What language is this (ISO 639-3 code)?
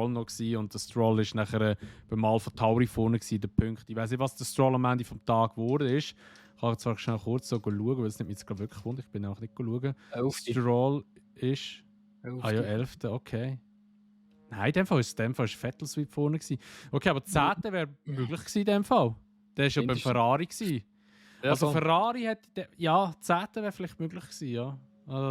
gsw